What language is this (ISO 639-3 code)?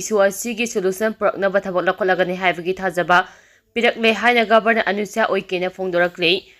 mni